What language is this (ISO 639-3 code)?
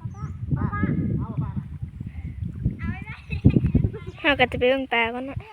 lao